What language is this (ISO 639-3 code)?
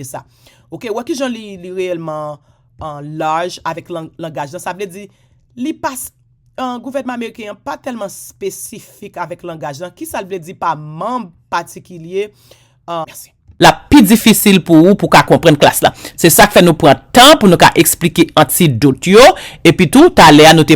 hat